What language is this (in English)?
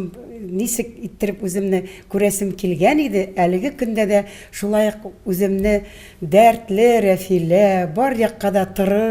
Tatar